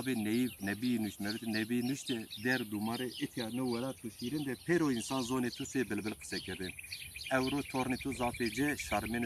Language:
Zaza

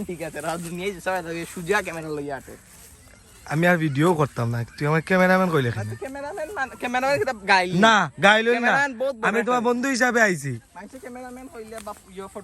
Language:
Sylheti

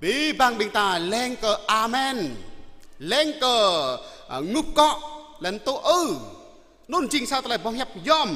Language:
Jarai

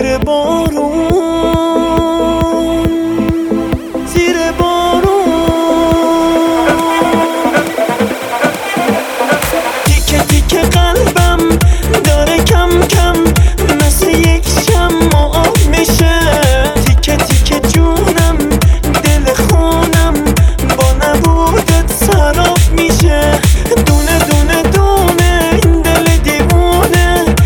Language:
Persian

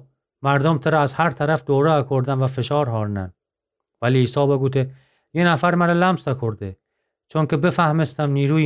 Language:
Gilaki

